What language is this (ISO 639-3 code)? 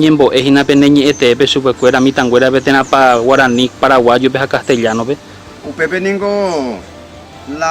grn